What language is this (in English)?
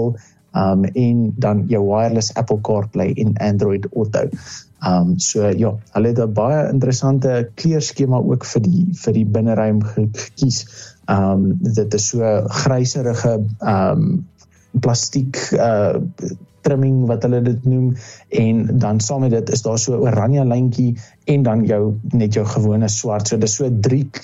Afrikaans